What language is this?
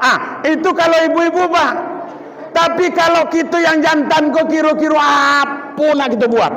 Minangkabau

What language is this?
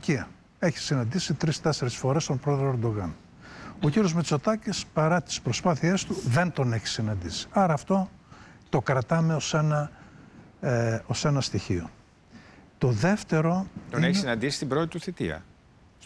Greek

